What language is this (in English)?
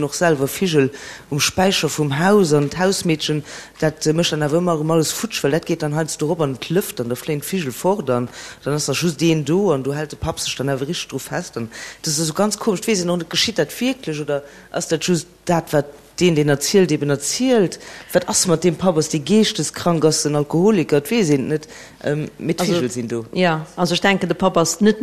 Luxembourgish